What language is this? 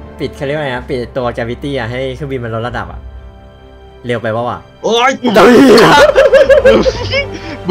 Thai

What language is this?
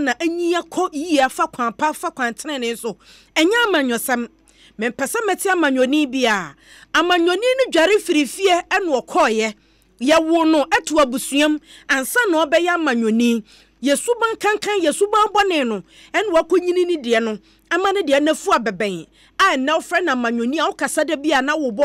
Akan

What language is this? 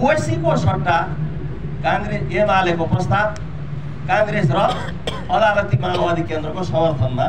Nepali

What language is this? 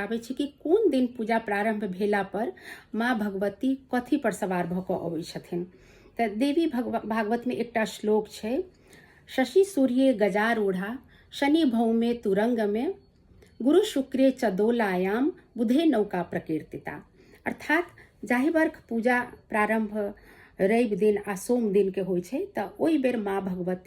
Maithili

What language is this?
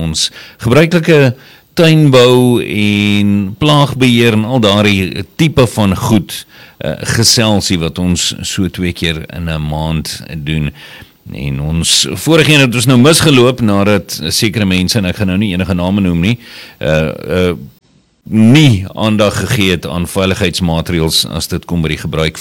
Afrikaans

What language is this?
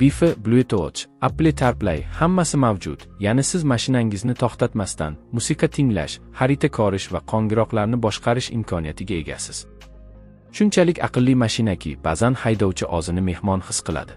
Uzbek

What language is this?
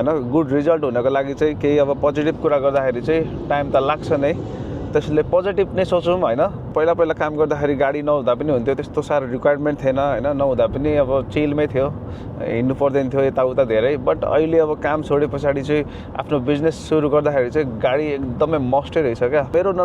Nepali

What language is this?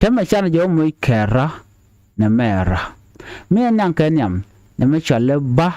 Nuer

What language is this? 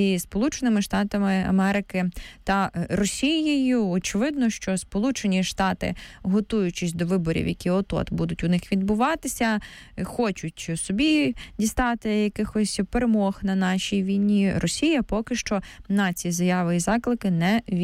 Ukrainian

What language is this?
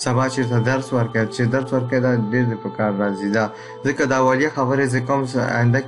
Pashto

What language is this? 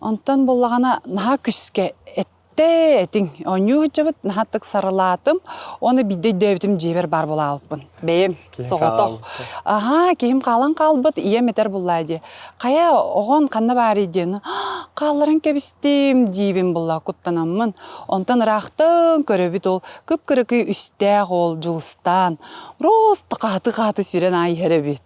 Yakut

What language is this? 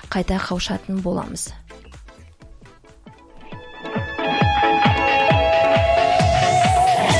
Kazakh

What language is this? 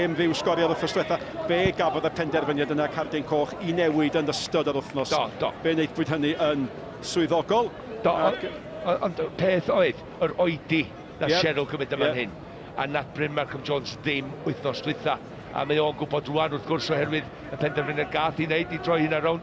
Welsh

